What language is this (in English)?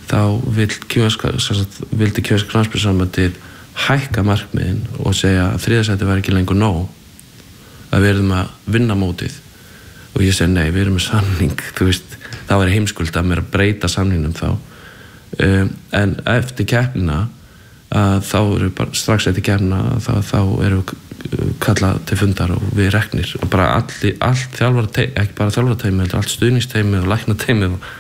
Icelandic